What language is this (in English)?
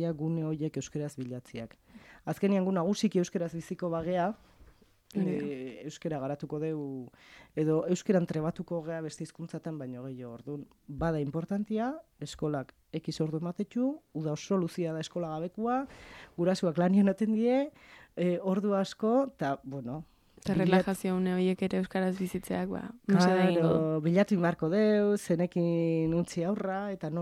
Basque